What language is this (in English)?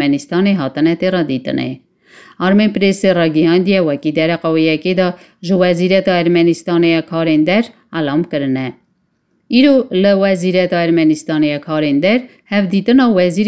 Kurdish